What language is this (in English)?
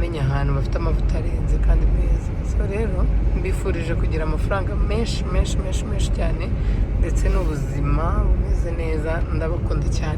Kinyarwanda